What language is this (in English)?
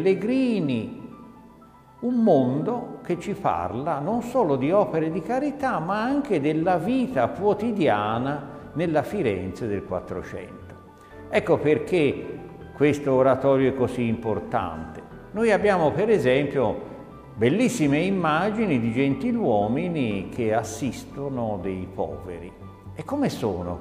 Italian